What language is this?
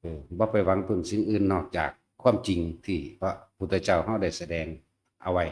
Northeastern Thai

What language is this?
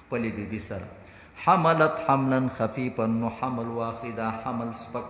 Pashto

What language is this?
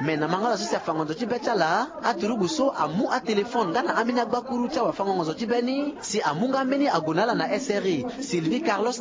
Sango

